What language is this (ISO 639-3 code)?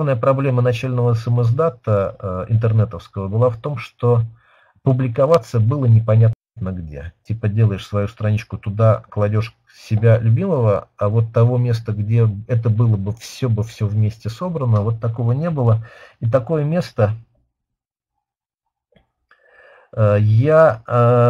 rus